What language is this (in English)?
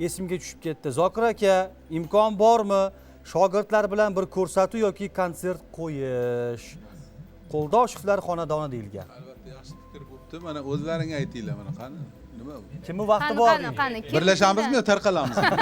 Uzbek